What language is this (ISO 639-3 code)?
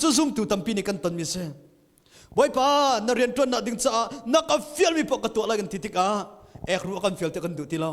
cnh